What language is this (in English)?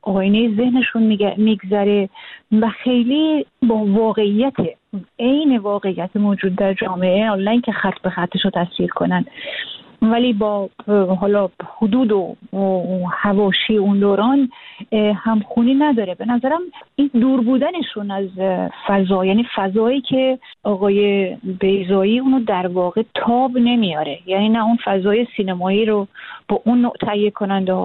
Persian